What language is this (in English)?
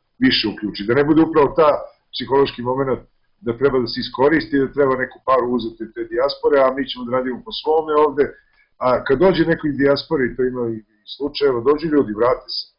Serbian